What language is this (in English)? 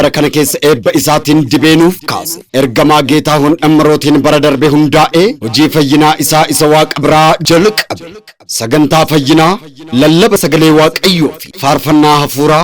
Oromo